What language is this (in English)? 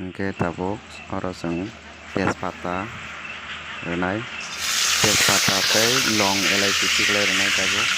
Kok Borok